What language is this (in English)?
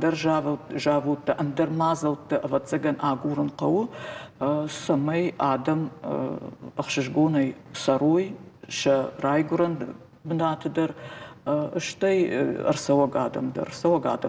Ossetic